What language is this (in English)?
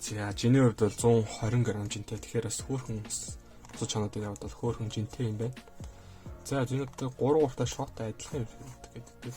Mongolian